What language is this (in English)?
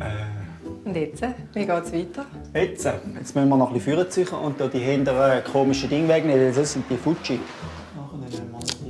Swiss German